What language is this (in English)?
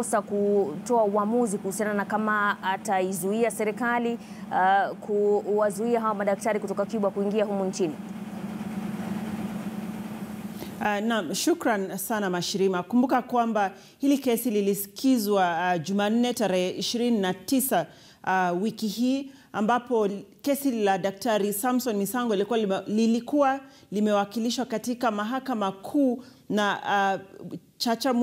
Swahili